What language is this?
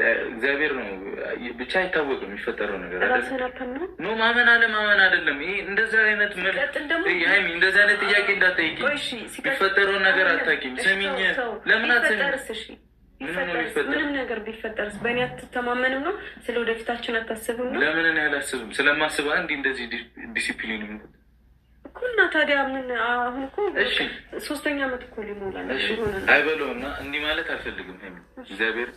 Amharic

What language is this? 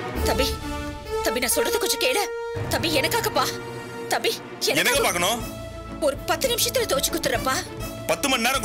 Tamil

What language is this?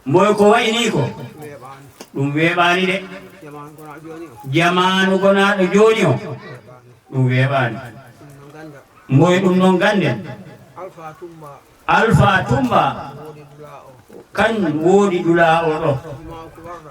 Fula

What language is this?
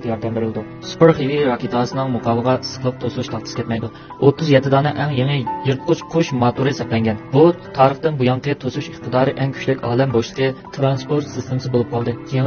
Uyghur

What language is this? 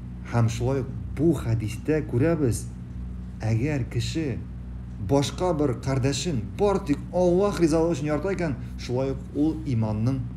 Tatar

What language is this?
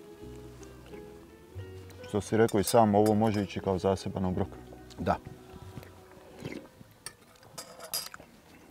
Croatian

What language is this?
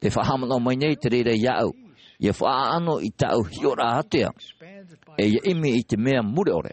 Tahitian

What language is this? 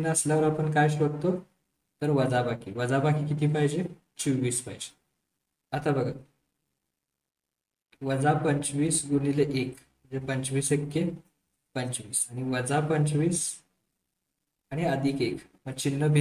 Marathi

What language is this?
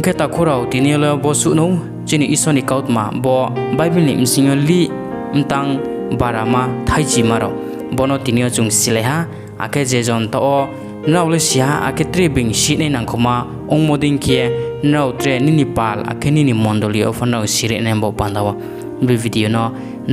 Riang (India)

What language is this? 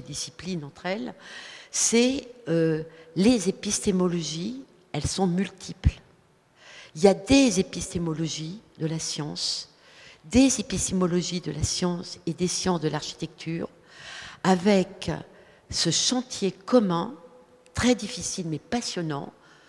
French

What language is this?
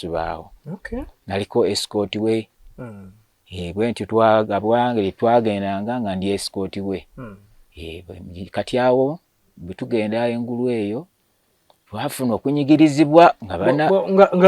Ganda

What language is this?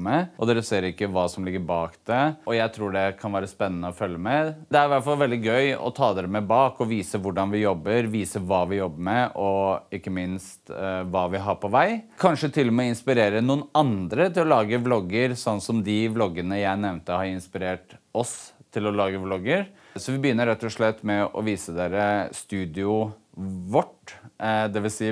Norwegian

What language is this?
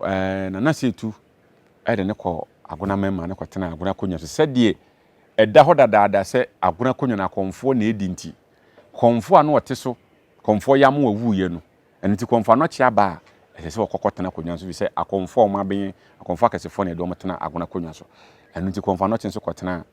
Akan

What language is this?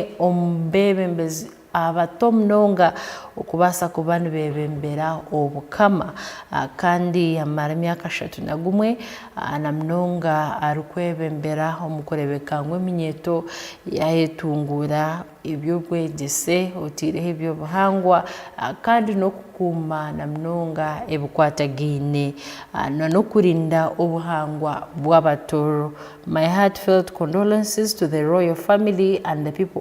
Tooro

